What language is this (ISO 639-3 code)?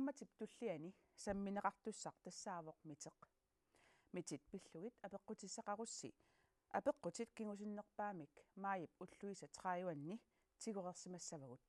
kal